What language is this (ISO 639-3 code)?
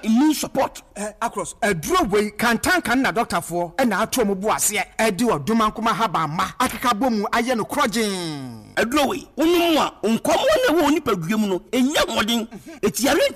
aka